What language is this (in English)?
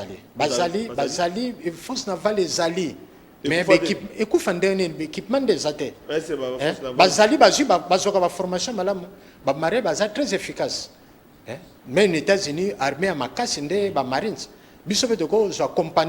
Lingala